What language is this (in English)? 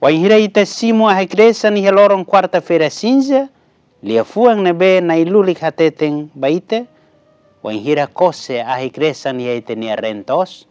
Tetum